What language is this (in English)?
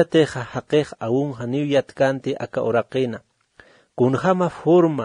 Aymara